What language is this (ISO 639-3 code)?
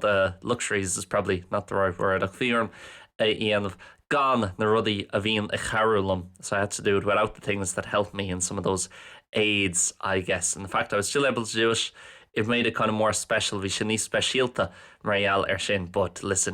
gle